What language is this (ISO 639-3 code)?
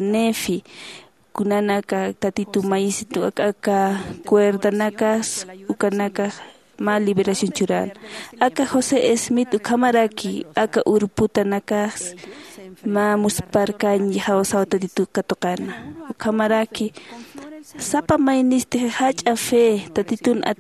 aym